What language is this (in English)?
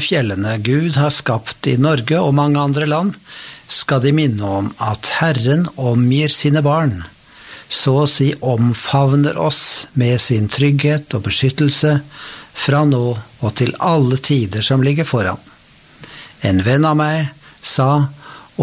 Norwegian